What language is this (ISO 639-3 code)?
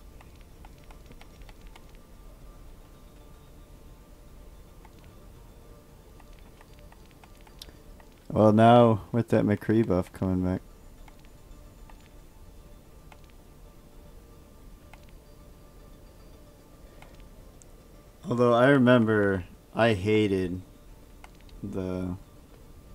eng